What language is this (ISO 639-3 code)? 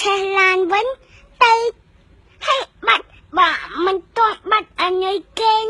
khm